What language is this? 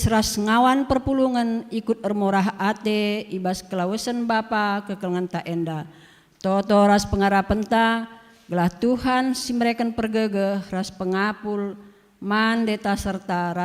Batak Karo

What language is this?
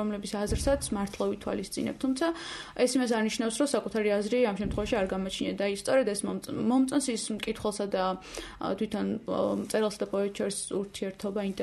Georgian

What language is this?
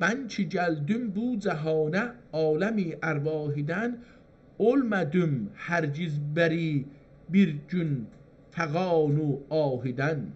South Azerbaijani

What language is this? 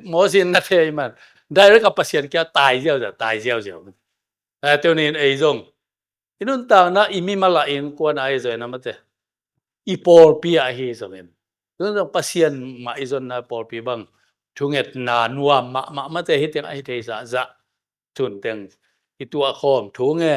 Tedim Chin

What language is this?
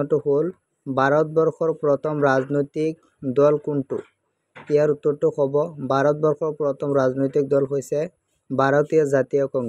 Assamese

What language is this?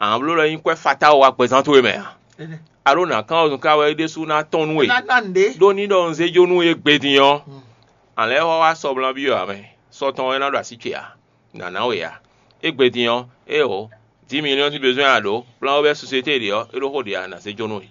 Fon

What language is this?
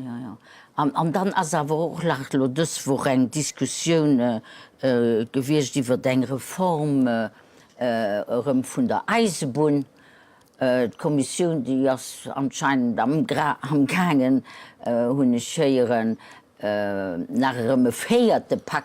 Luxembourgish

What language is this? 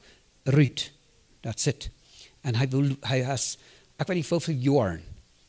Plautdietsch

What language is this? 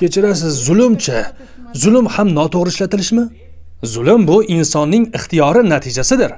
Uzbek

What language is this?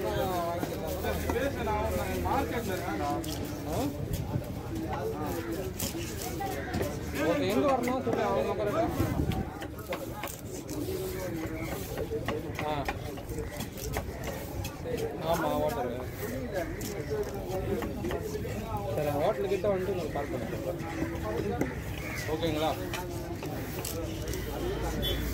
Tamil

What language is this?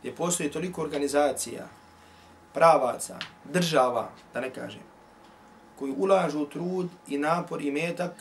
Bosnian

